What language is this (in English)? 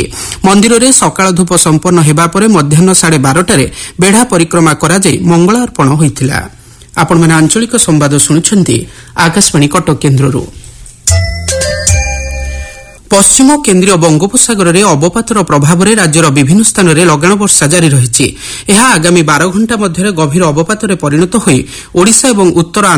Odia